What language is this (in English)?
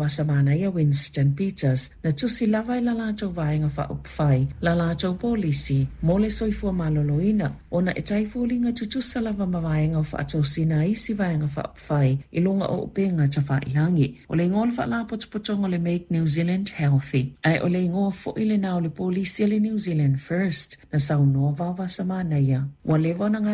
Samoan